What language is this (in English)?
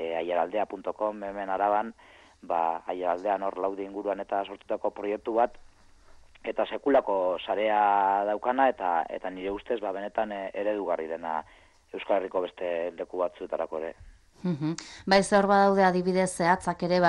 Basque